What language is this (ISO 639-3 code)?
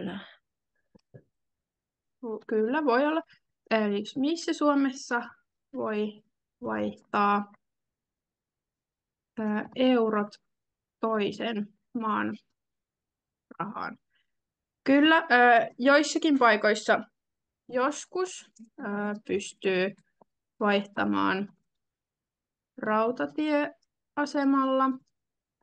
fin